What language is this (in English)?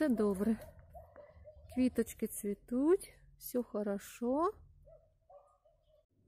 Ukrainian